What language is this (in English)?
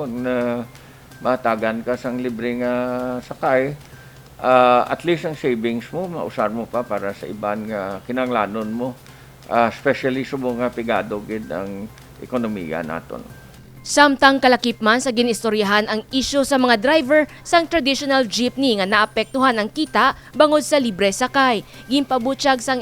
Hiligaynon